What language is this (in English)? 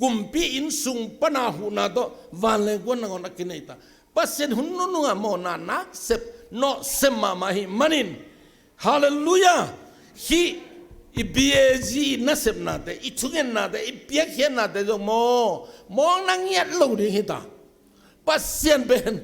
Tedim Chin